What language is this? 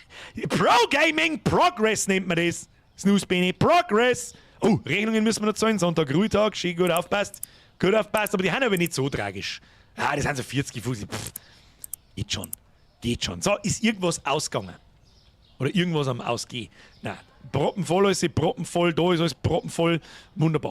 Bavarian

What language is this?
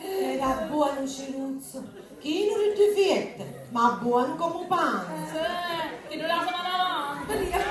Sicilian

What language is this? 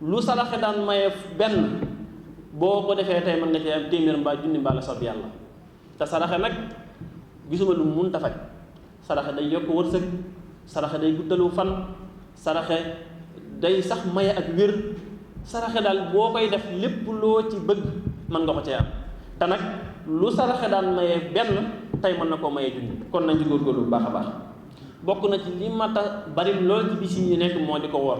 Wolof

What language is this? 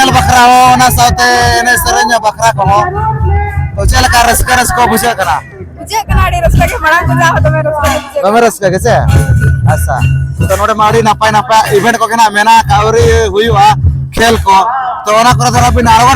Santali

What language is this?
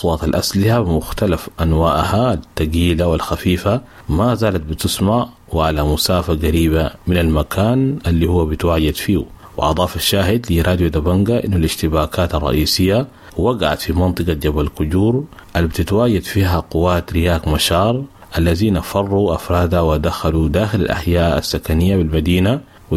Sudanese Arabic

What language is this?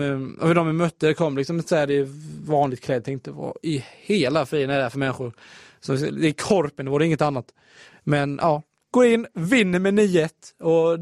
Swedish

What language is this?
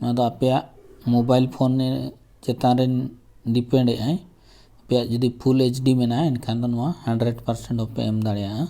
Santali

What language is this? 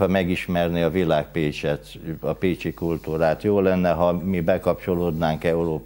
Hungarian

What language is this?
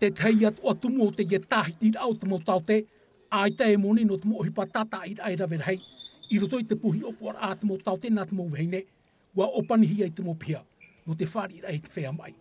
Tahitian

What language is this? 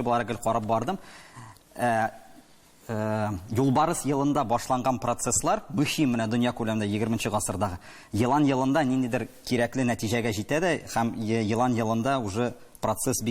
Tatar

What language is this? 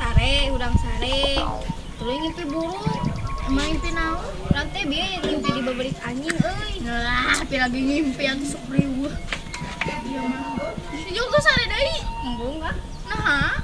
Sundanese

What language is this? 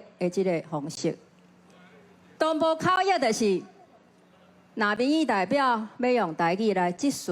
Min Nan Chinese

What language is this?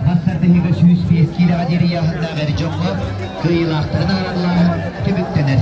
Yakut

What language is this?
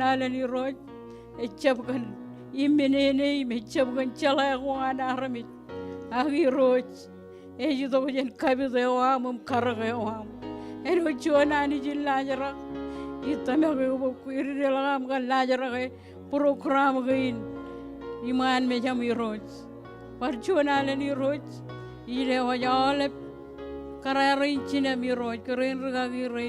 Marshallese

